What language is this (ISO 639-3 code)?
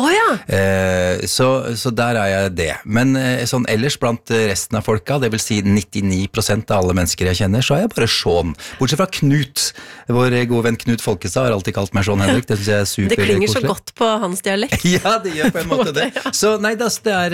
nor